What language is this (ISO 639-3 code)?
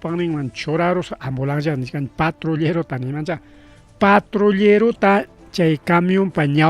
quy